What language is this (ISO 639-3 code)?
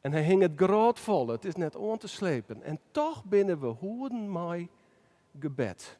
fry